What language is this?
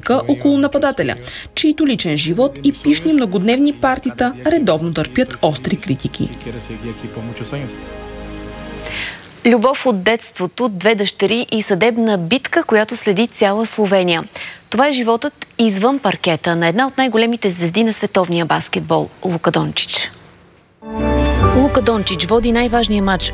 Bulgarian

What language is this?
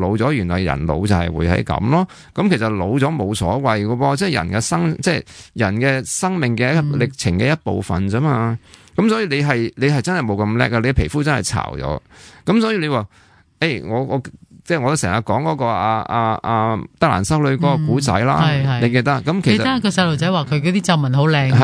Cantonese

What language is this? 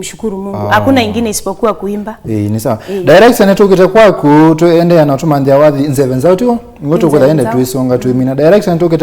Kamba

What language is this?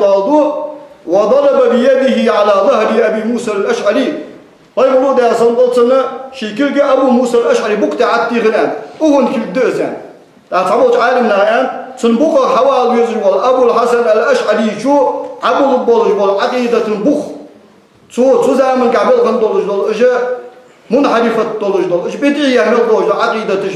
Ingush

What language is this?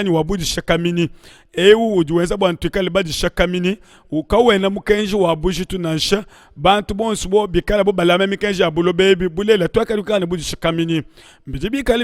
Luba-Lulua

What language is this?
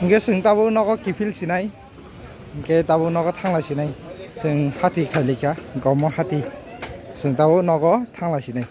Kok Borok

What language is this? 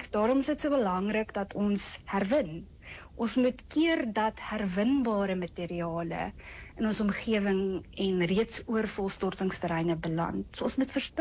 Afrikaans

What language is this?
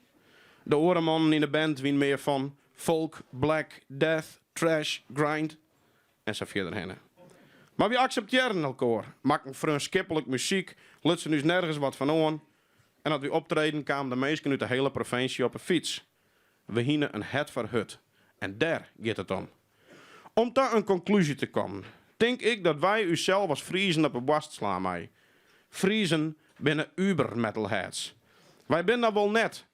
Western Frisian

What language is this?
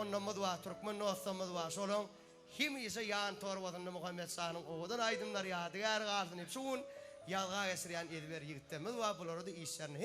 Turkmen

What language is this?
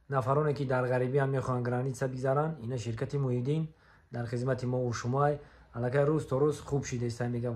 Tajik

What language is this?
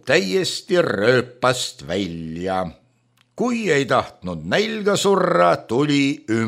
Estonian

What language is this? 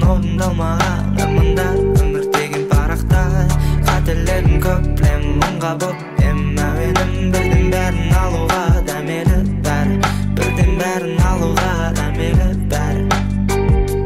Kazakh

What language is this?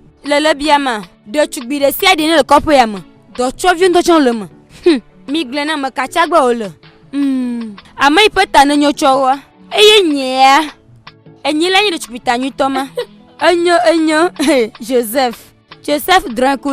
Ewe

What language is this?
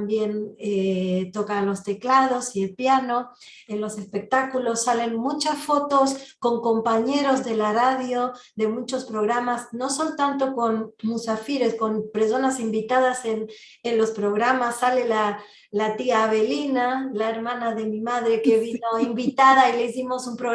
Ladino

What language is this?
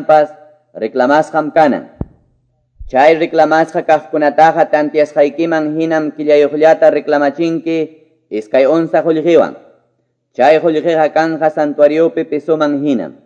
Quechua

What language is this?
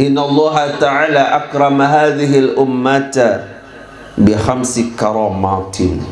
Sasak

